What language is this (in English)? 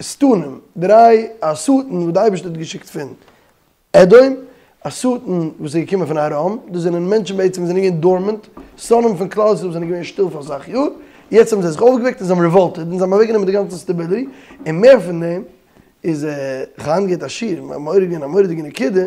Yiddish